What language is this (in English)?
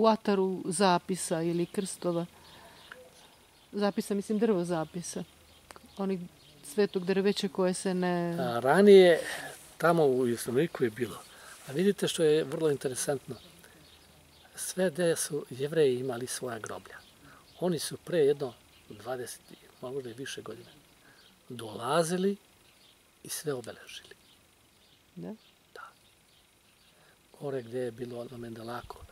Serbian